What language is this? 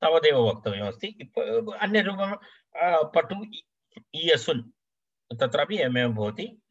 Sanskrit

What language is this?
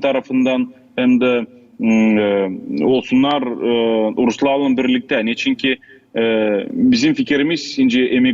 Gagauz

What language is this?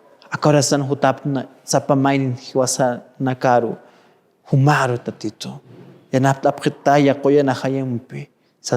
Aymara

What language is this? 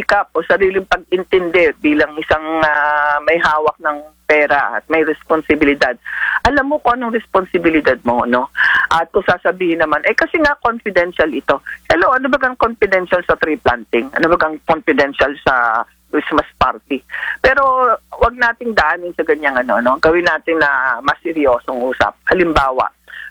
Filipino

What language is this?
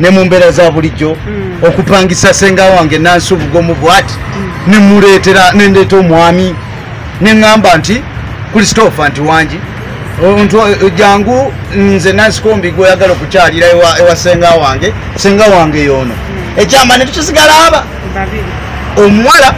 Ganda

